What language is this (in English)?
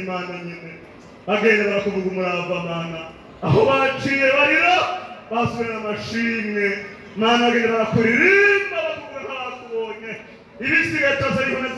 Rundi